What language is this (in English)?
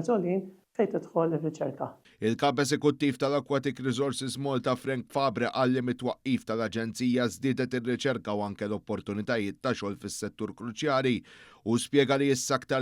Maltese